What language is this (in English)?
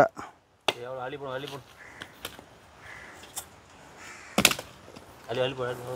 Tamil